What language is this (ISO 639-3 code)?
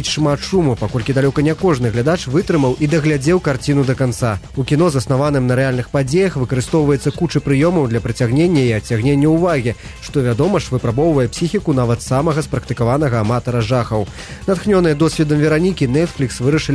bel